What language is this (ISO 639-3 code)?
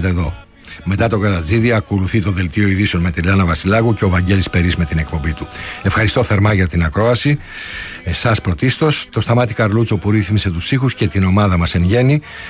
ell